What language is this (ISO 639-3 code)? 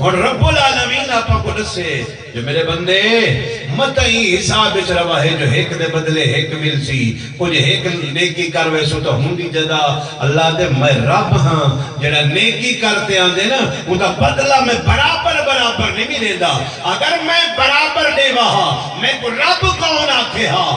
skr